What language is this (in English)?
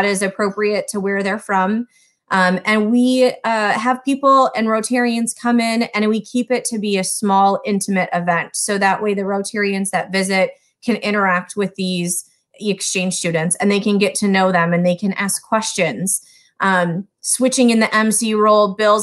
English